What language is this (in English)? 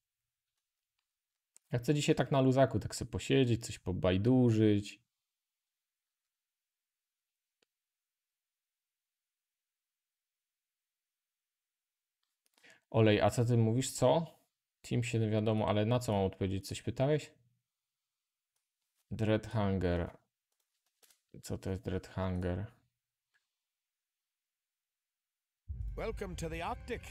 Polish